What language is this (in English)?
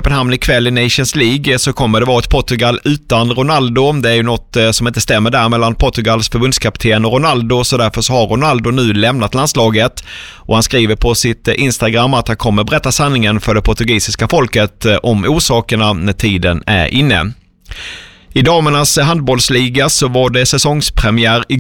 Swedish